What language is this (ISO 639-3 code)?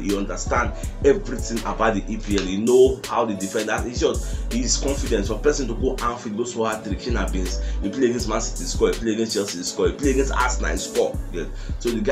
pcm